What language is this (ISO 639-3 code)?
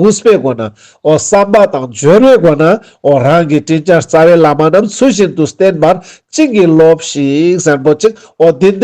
lbj